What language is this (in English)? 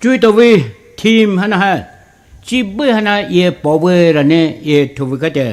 Poumei Naga